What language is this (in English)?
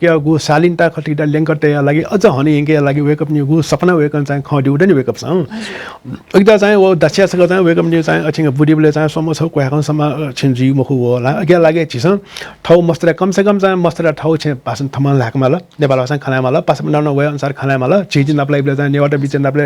Newari